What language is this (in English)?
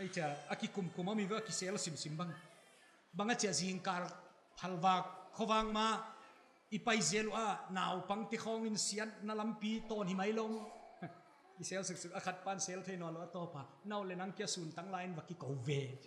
Paite Chin